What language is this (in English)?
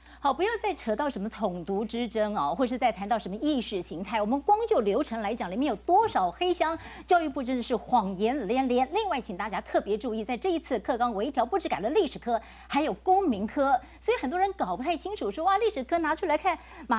Chinese